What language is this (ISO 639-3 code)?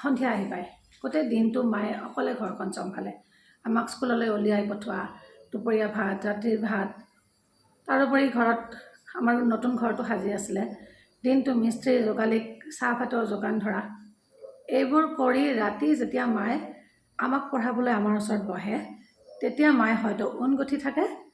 asm